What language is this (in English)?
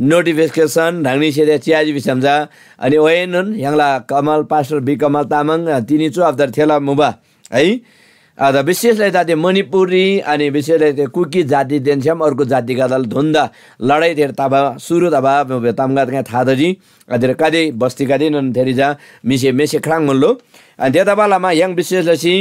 Eastern Tamang